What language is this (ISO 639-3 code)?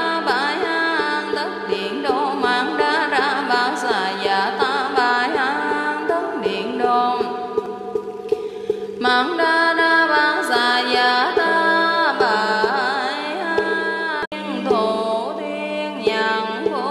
vie